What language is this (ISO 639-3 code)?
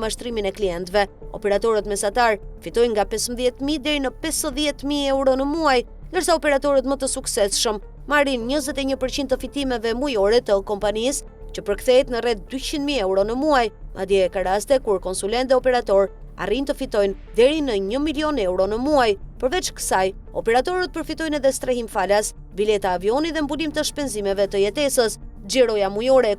sqi